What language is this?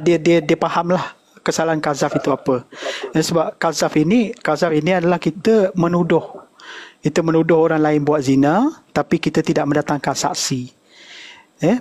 Malay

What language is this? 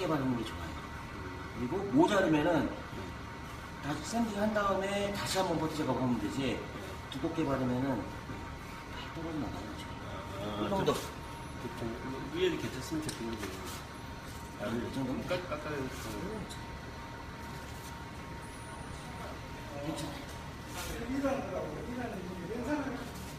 Korean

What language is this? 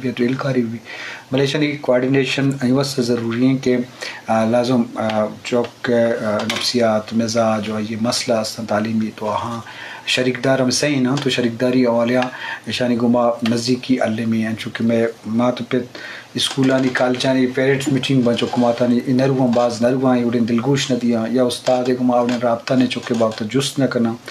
Eastern Balochi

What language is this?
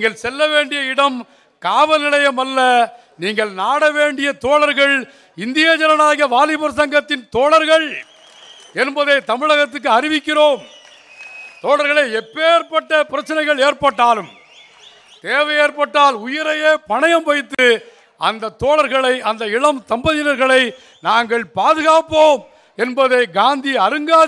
Tamil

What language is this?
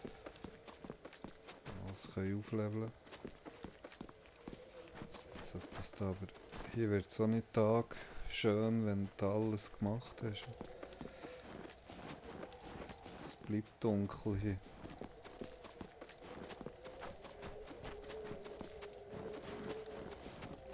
German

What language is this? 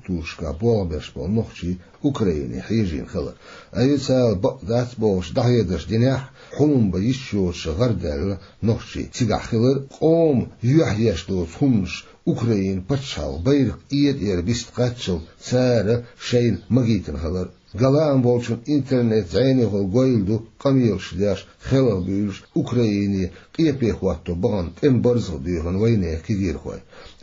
Chechen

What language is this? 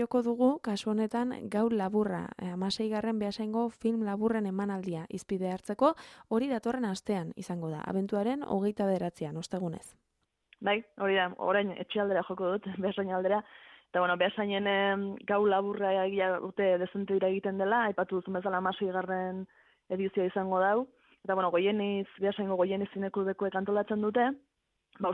Basque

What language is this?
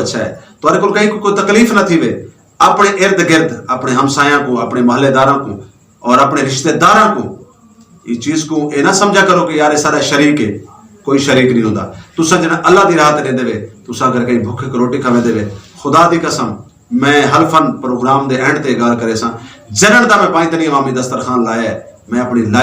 Saraiki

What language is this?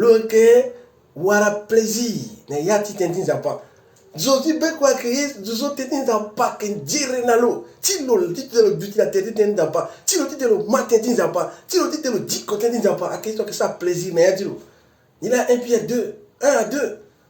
Sango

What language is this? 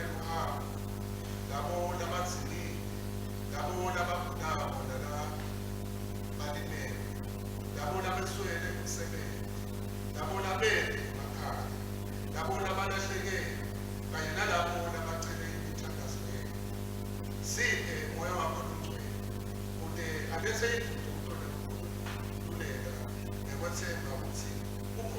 Swati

